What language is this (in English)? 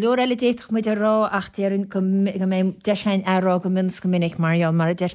Irish